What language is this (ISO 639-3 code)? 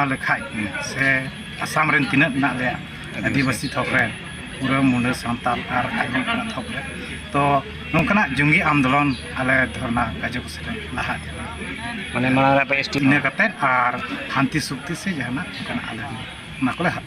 sat